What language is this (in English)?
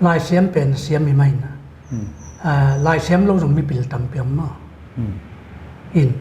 Paite Chin